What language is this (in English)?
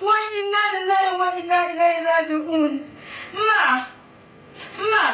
Dagbani